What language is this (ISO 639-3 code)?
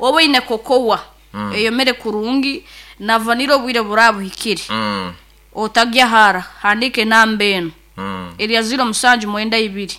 nyn